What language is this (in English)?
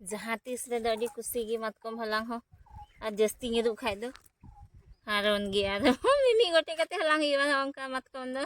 Santali